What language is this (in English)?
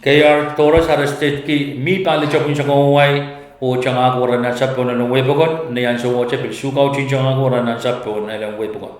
Pohnpeian